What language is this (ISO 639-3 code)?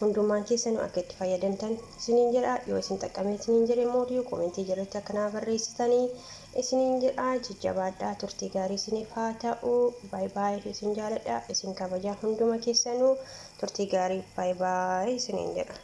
orm